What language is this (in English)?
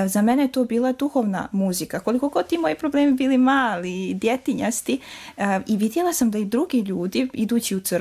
Serbian